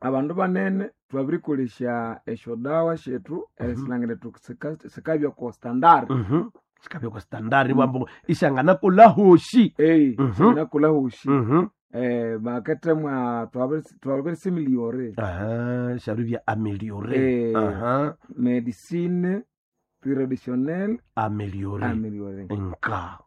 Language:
Nande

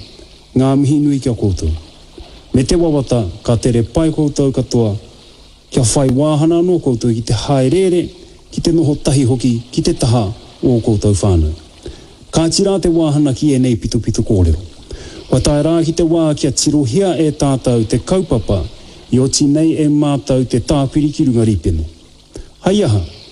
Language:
Māori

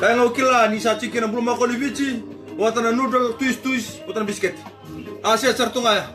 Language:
Fijian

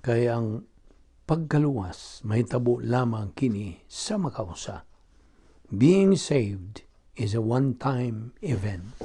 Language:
Cebuano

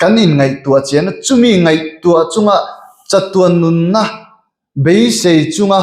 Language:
Mizo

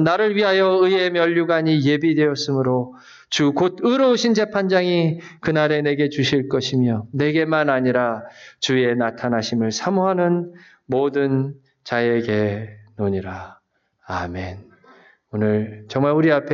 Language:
Korean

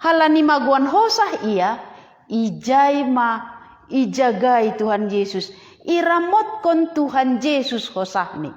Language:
Batak Simalungun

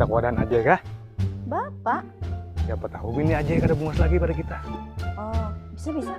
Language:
Banjar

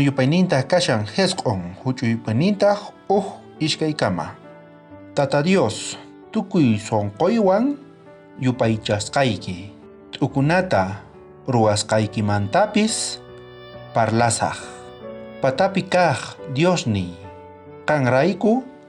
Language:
South Bolivian Quechua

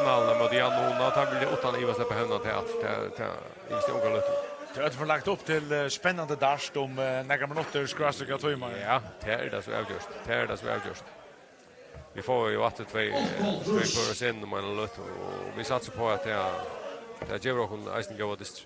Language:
Faroese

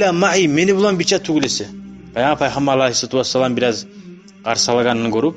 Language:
Kumyk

